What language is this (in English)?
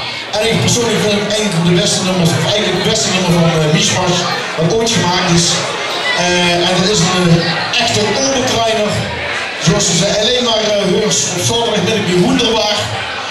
Limburgish